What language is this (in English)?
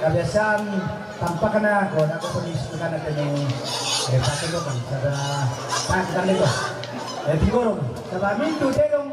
Toraja-Sa'dan